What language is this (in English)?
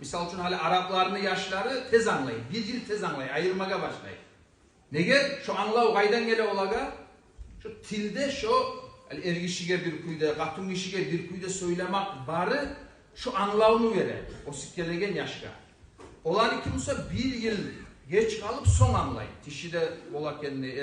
Kumyk